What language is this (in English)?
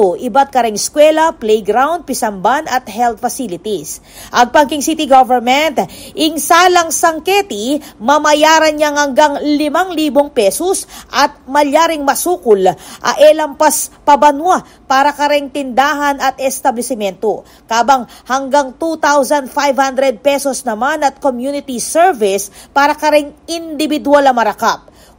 Pampanga